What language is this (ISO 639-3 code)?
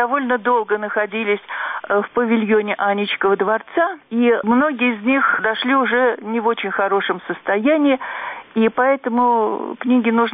rus